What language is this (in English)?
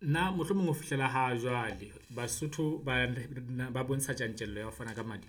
Southern Sotho